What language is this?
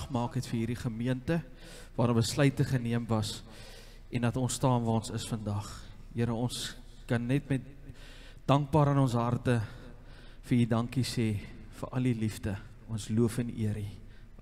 Afrikaans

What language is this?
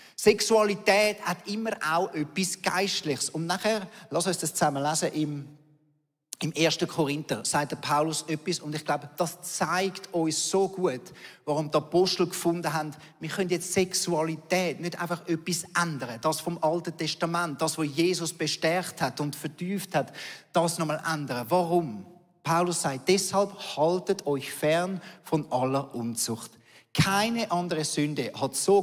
Swiss German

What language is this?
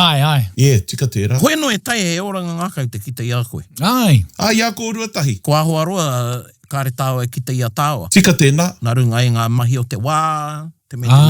Māori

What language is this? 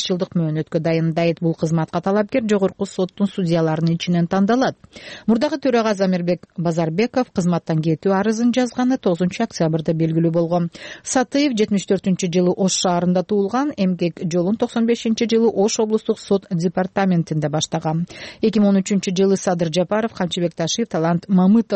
Kyrgyz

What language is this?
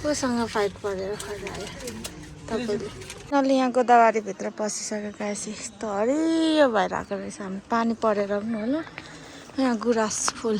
Nepali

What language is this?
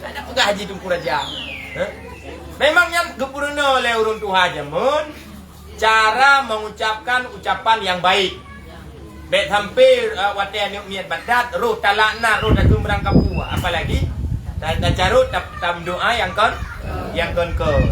Achinese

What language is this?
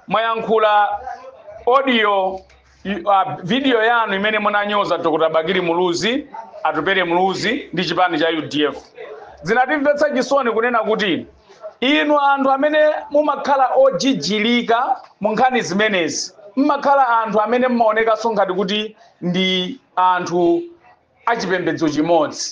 Nyanja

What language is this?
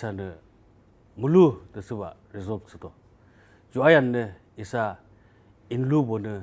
Yimchungru Naga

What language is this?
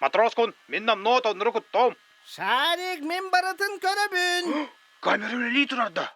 Yakut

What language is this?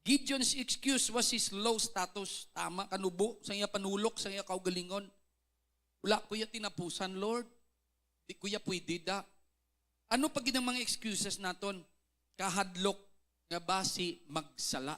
Hiligaynon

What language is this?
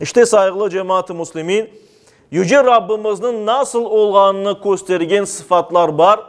Crimean Tatar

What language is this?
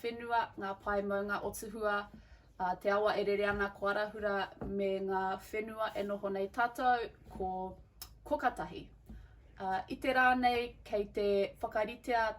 Māori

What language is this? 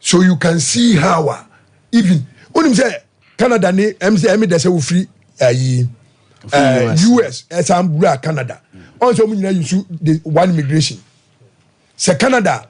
Akan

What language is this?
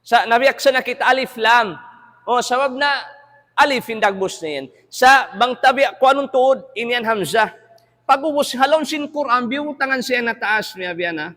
Tausug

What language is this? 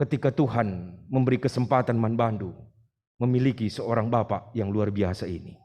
Batak Karo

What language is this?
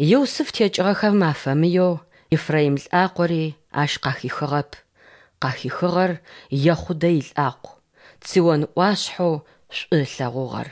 Adyghe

